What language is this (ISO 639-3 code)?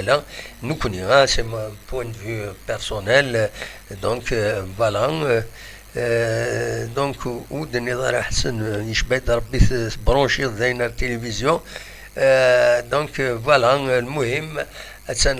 kab